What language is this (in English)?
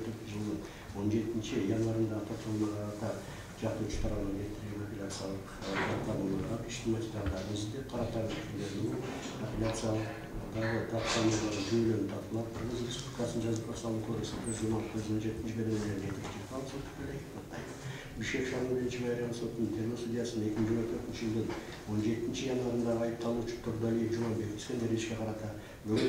Kyrgyz